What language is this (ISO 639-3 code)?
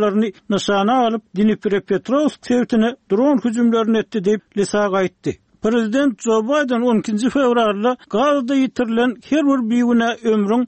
tuk